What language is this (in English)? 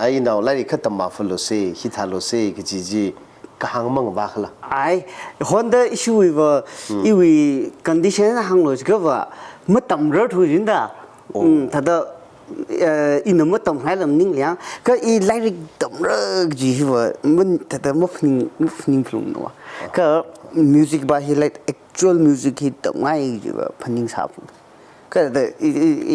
Tangkhul Naga (India)